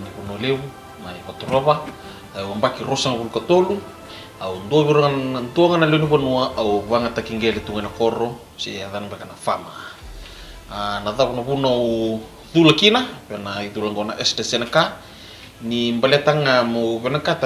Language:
Fijian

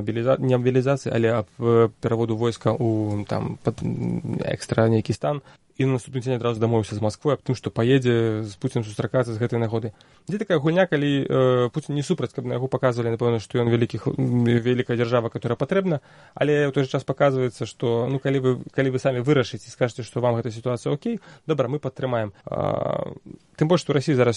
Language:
Belarusian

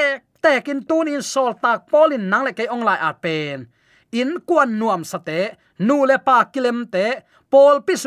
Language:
Tedim Chin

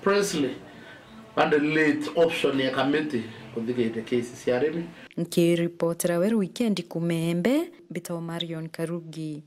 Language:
Meru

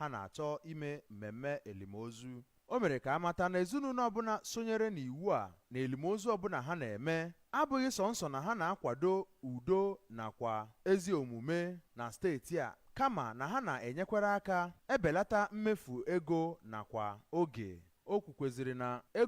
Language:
Igbo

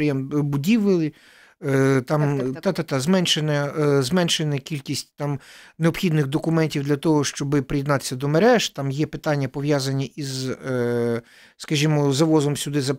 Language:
Ukrainian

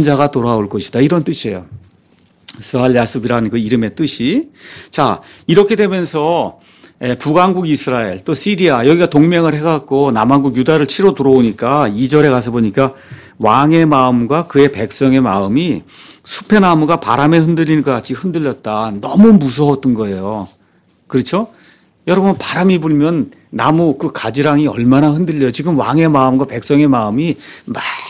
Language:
Korean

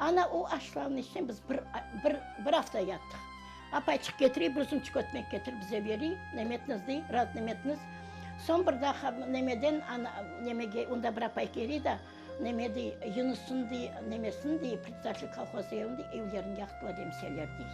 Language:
Crimean Tatar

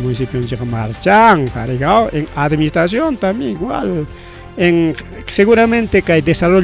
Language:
Ayacucho Quechua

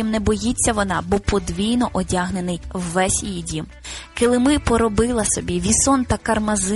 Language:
Ukrainian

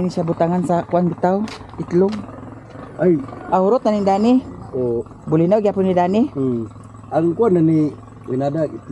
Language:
Cebuano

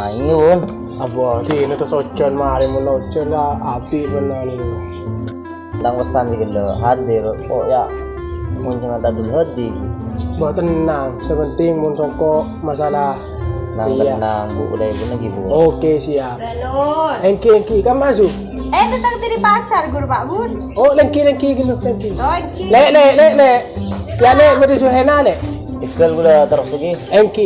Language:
Madurese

